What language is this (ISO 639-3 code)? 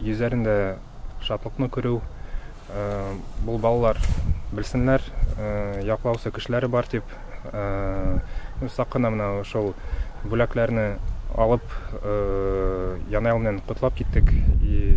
bak